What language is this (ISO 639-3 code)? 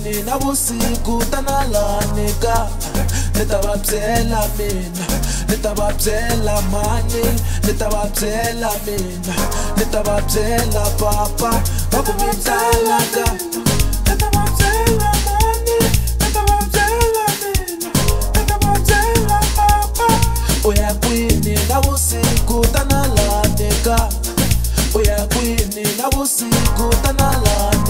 swa